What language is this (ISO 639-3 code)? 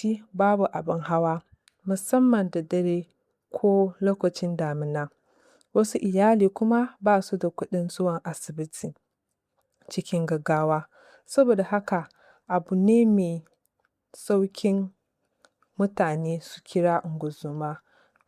hau